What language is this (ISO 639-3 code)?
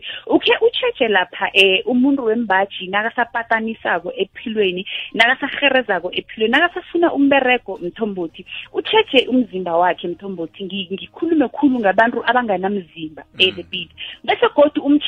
nbl